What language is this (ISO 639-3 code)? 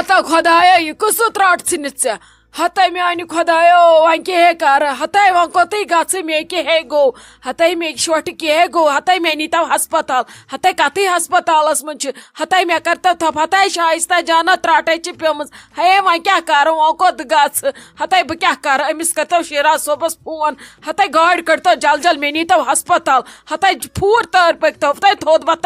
kas